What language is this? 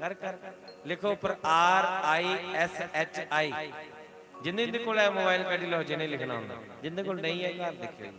Dogri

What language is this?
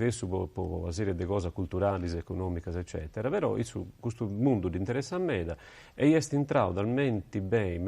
Sardinian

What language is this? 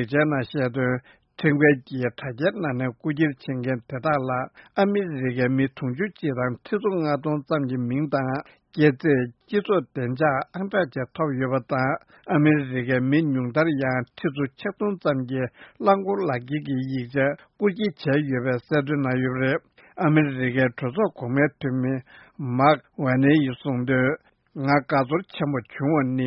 Tibetan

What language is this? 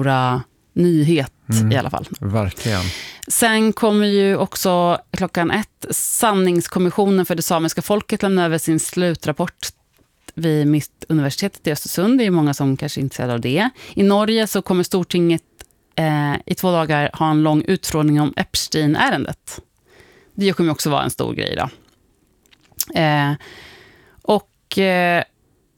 Swedish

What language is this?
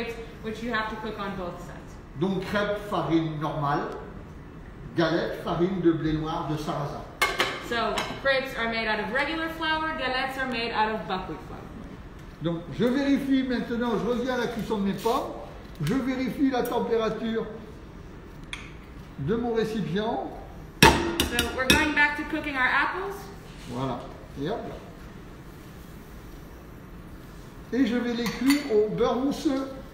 French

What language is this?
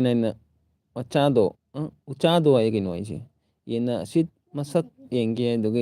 Manipuri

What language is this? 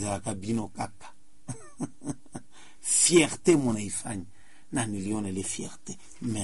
Swahili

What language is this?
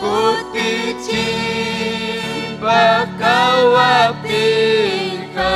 Ayacucho Quechua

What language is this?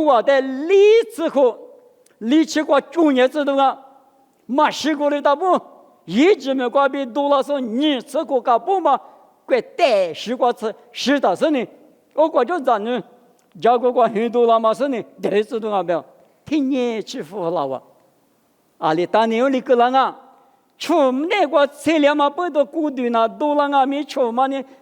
Lisu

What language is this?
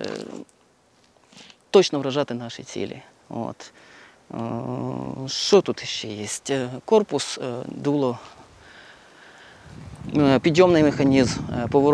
Ukrainian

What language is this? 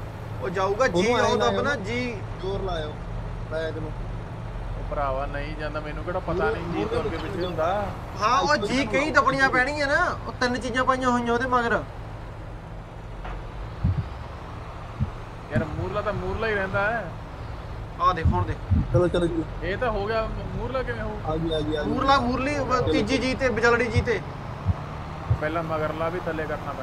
Punjabi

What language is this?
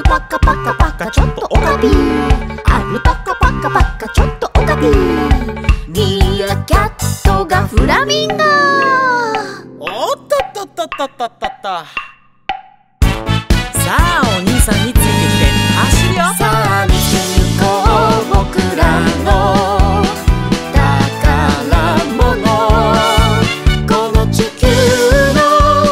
Japanese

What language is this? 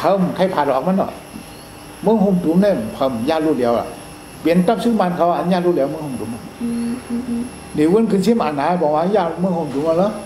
Shan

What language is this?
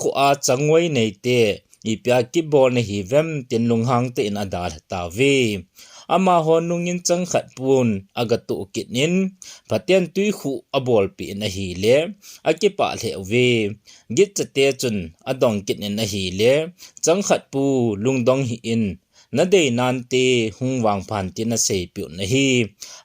Thado Chin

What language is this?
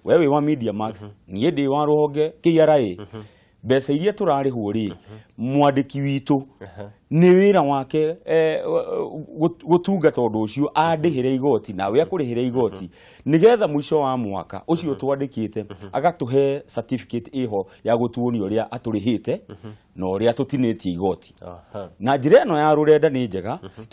Kikuyu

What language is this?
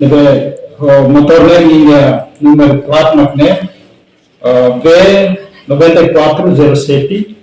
Tetum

